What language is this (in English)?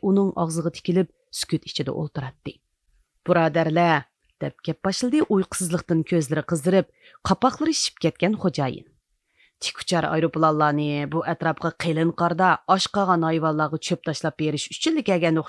Uyghur